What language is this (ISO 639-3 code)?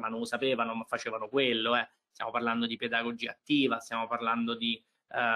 ita